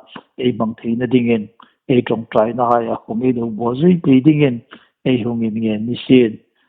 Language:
Hmar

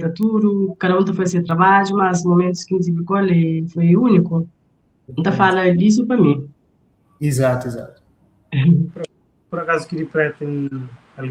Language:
Kabuverdianu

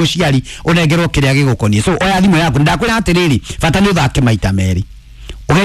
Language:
Kikuyu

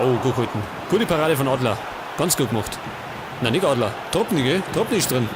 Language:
Bavarian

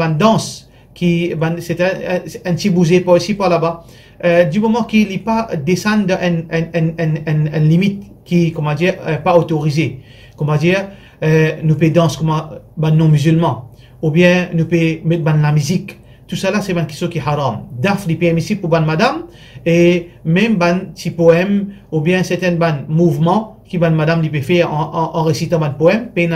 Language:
Morisyen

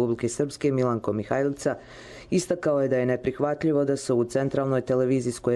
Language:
Croatian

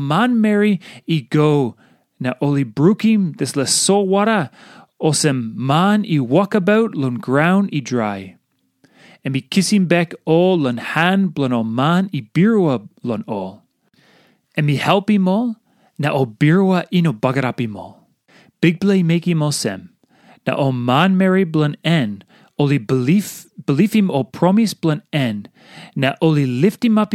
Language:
Tok Pisin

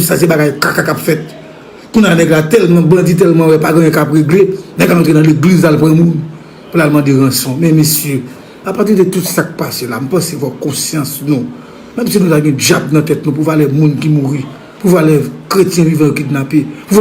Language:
Haitian Creole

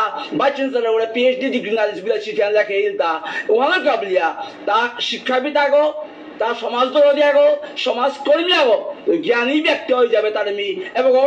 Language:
Bishnupriya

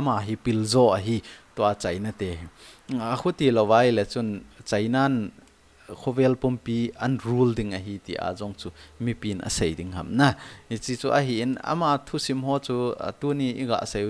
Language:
Thado Chin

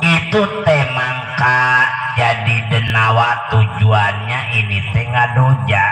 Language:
Betawi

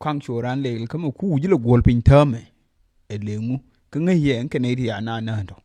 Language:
Nuer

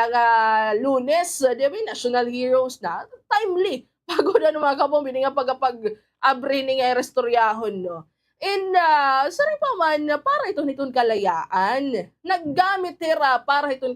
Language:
Waray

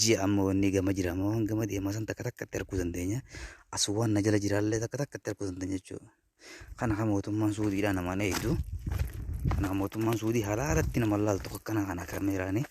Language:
Oromo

